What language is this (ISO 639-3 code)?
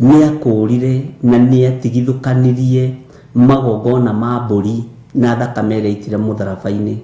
kik